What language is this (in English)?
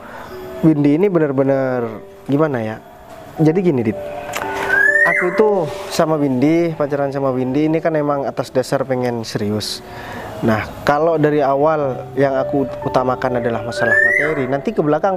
Indonesian